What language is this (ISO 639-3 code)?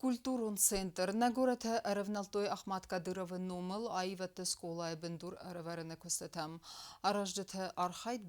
oss